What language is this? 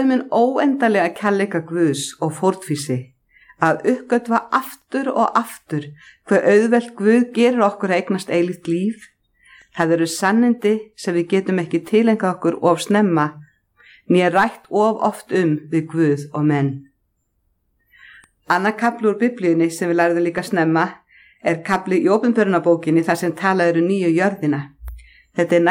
Icelandic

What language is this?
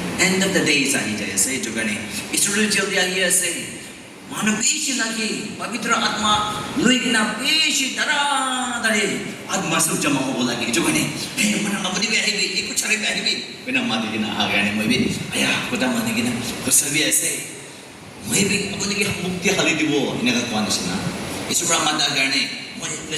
Naga Pidgin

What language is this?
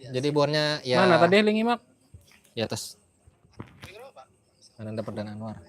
Banjar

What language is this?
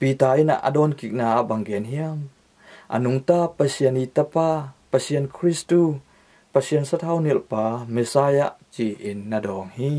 Tedim Chin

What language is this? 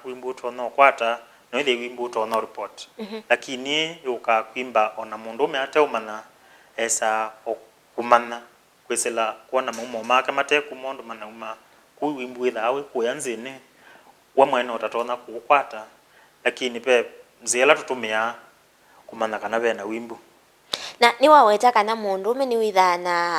Kamba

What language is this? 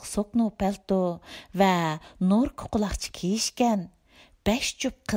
Uyghur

